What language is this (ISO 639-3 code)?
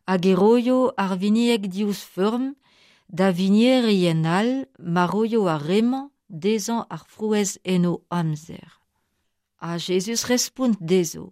bre